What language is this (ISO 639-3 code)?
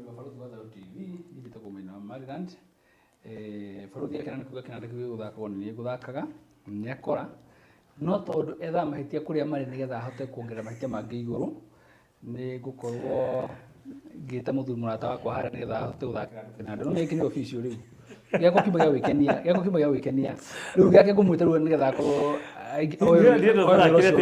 kik